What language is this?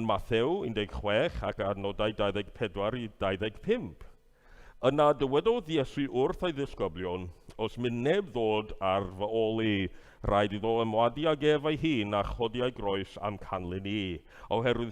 Welsh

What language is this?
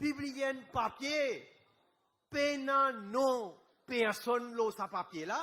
Morisyen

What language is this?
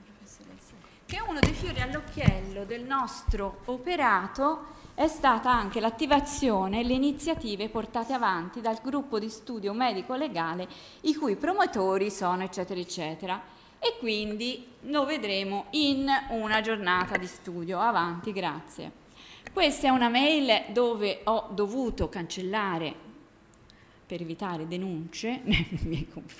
Italian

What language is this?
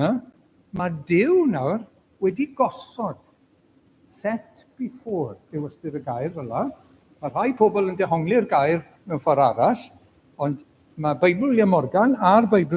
Welsh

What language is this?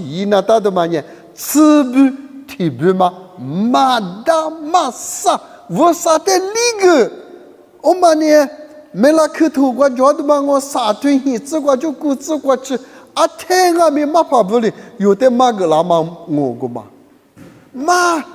Lisu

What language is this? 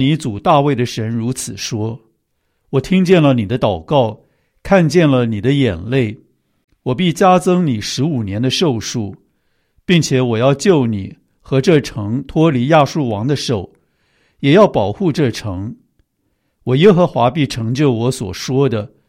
Chinese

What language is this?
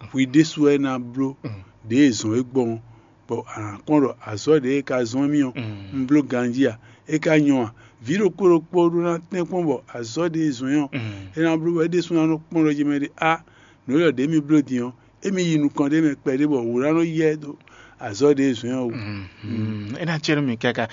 Fon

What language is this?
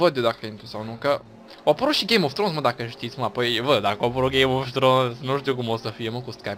Romanian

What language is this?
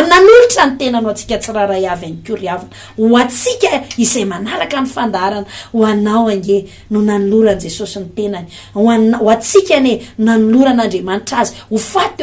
Malagasy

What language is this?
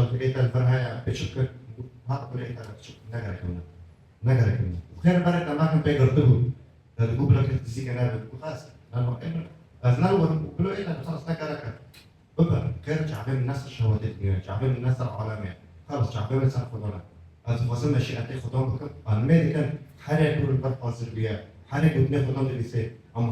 Kurdish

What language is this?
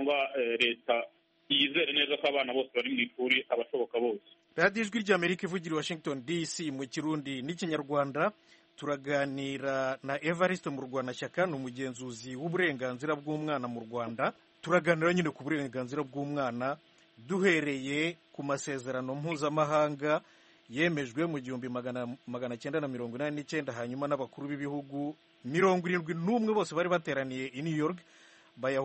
Kinyarwanda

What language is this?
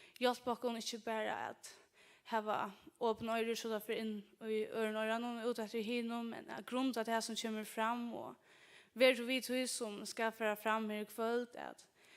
Faroese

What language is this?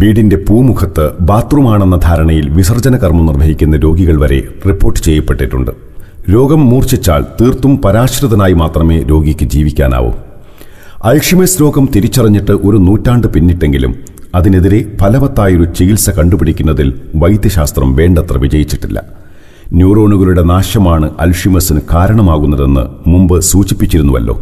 Malayalam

